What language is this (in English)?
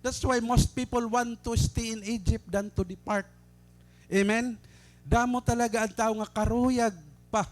Waray